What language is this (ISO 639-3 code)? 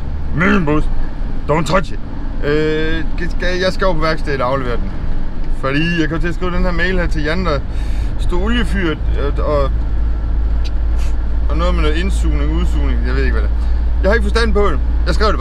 dan